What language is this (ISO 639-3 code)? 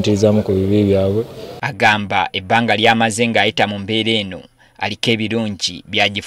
lug